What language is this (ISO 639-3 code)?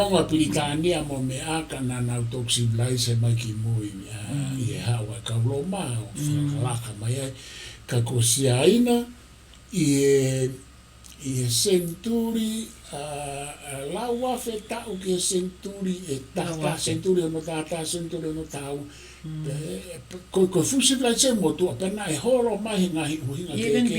ton